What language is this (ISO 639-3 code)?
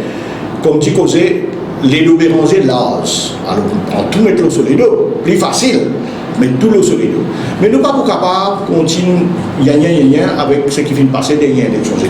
mfe